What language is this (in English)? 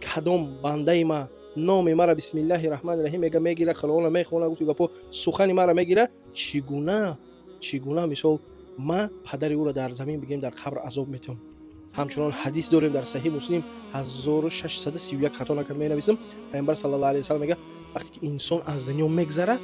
Tajik